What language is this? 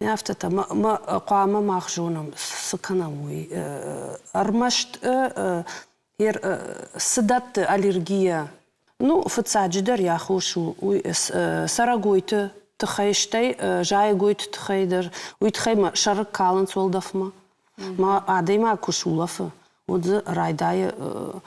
Ossetic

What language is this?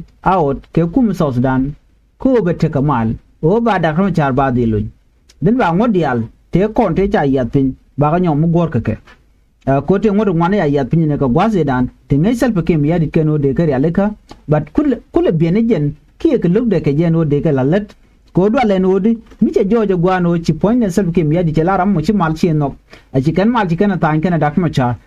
Nuer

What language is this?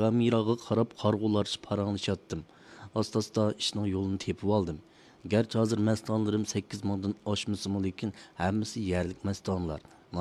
Uyghur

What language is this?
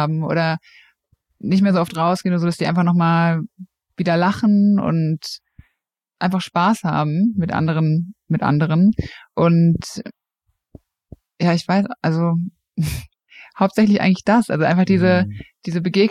German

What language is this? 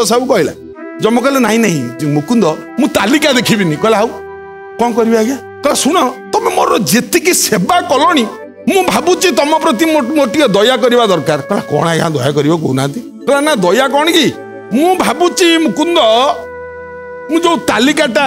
Odia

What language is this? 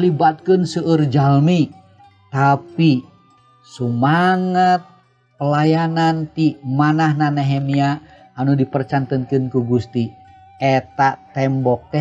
Sundanese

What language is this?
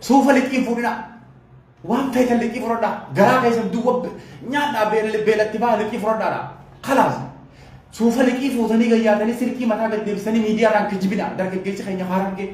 Oromo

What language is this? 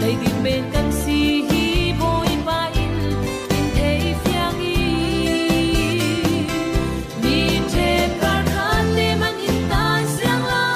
Falam Chin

